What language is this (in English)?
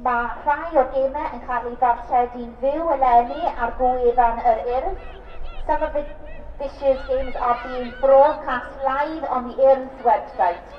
Welsh